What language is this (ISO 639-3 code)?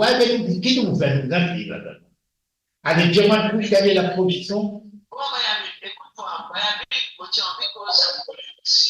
mfe